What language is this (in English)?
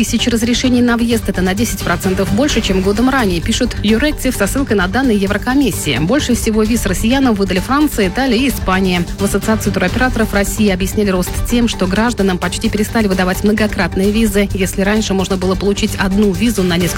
Russian